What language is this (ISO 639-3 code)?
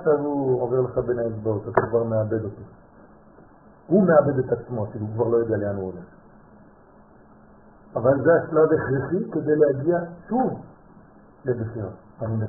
heb